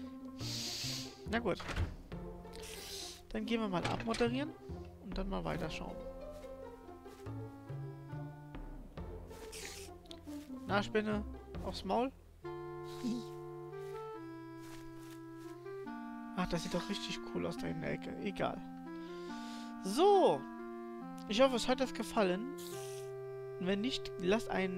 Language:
German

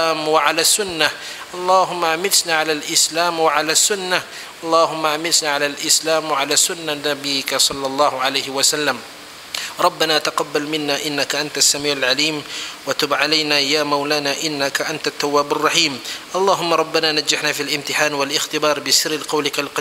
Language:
Malay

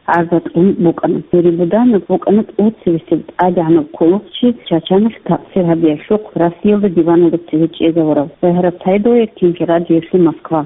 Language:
Avaric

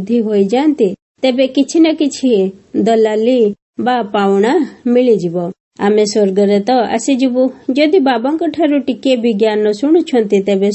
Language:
Odia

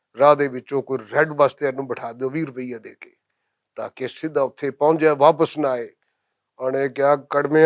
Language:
Western Panjabi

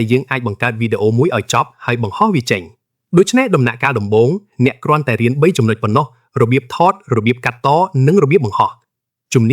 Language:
Khmer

